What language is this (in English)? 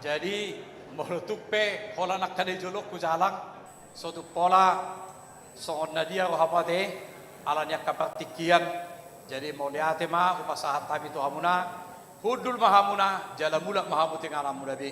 Batak Toba